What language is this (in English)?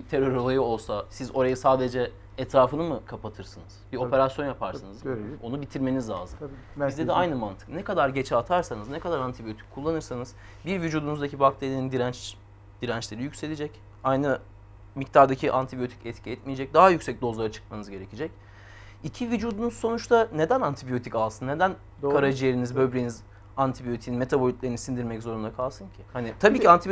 Turkish